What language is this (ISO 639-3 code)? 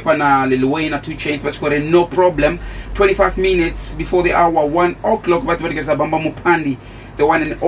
ven